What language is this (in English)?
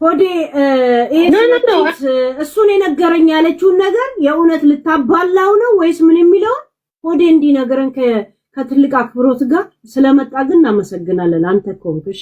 Amharic